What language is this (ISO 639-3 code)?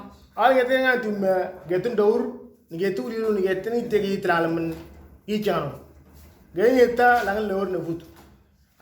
mor